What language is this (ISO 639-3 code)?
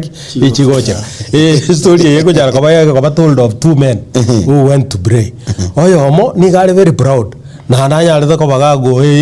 guz